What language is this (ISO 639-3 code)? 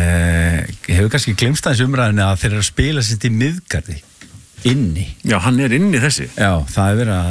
isl